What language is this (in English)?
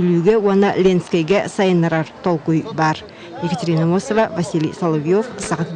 Yakut